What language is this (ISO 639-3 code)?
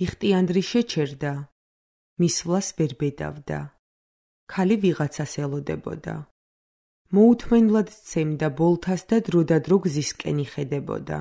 kat